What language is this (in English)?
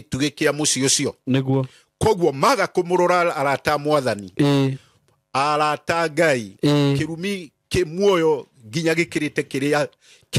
Kikuyu